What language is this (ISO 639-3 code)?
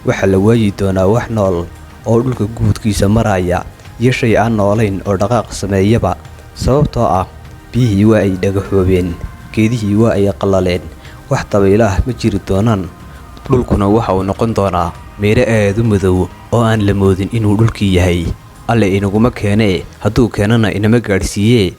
som